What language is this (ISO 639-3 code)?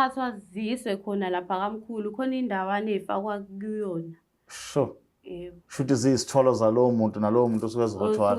zul